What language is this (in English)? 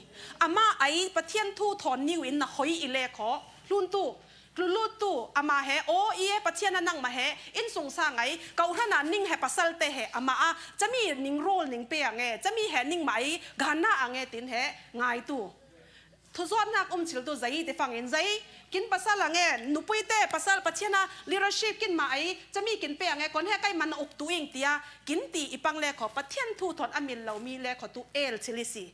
Falam Chin